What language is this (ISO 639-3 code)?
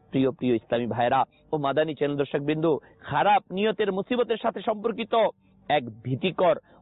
ben